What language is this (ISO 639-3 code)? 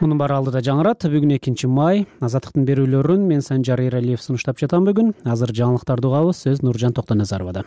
kir